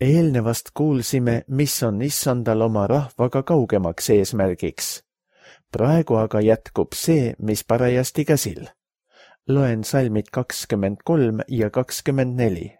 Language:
Estonian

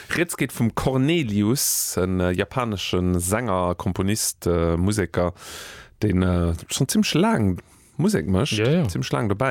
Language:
Luxembourgish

